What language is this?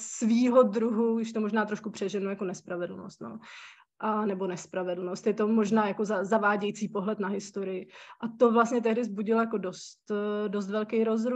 Czech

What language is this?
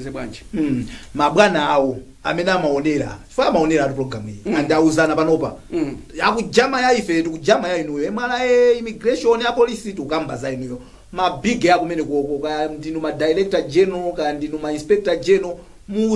Nyanja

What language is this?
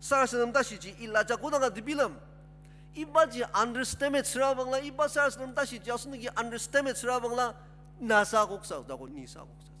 Ao Naga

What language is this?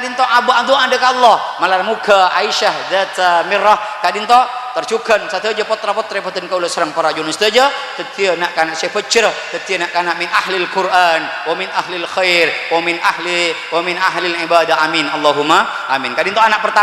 Madurese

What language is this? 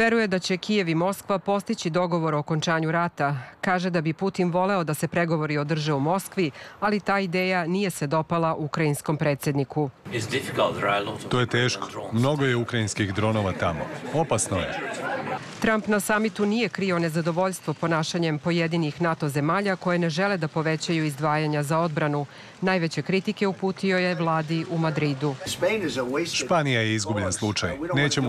Serbian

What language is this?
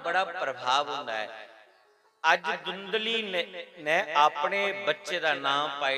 Dogri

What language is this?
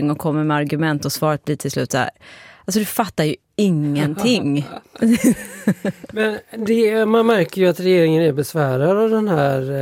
Swedish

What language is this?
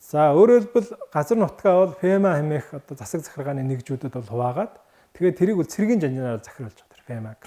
Mongolian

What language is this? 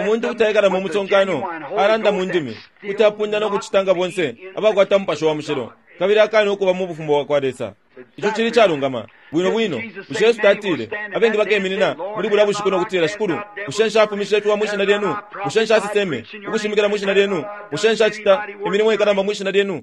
Bemba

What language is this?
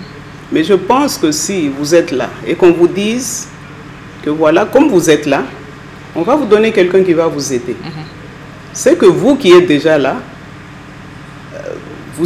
French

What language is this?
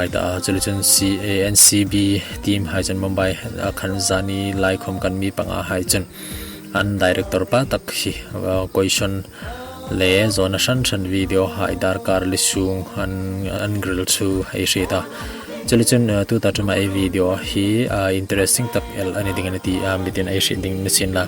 Hmar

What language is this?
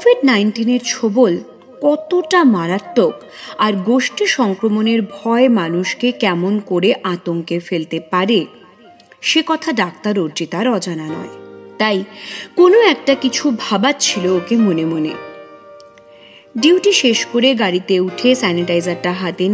Bangla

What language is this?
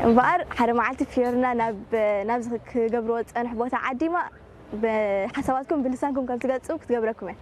Tigrinya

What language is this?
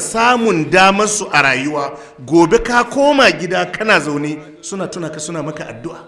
Hausa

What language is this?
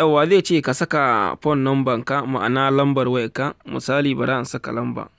Hausa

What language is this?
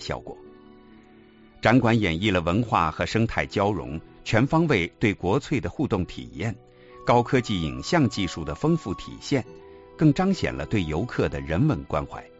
Chinese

